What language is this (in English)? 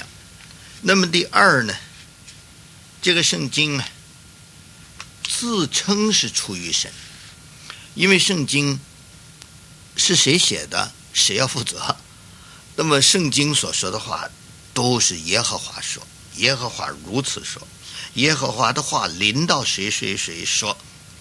Chinese